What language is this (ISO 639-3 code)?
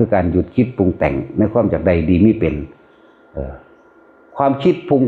tts